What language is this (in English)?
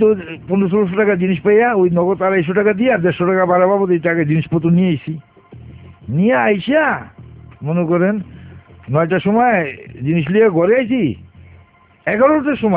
Bangla